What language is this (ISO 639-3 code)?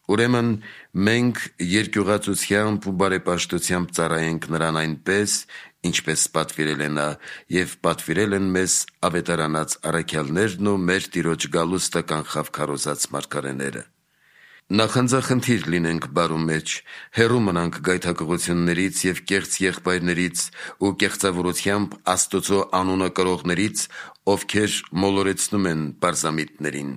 hye